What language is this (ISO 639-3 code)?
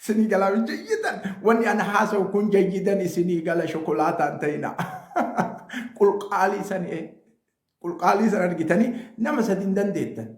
orm